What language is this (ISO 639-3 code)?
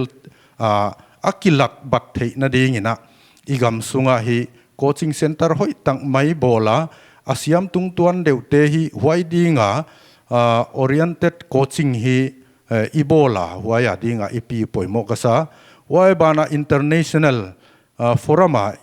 pck